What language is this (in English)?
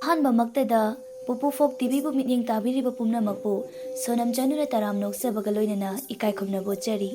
Manipuri